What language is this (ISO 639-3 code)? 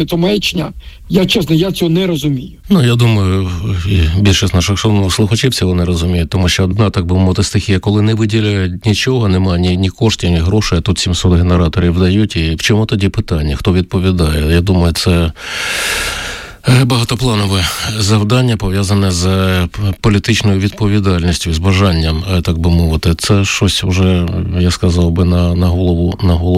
ukr